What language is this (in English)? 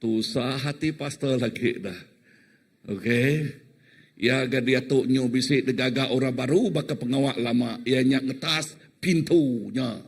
Iban